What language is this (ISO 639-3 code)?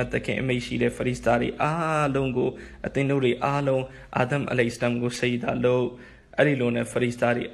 mya